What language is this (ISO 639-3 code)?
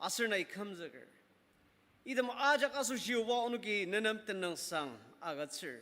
njo